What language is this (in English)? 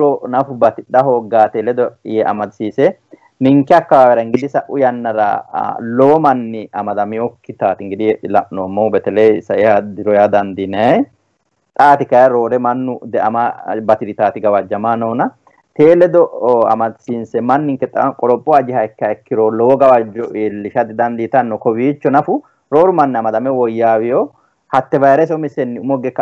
Sidamo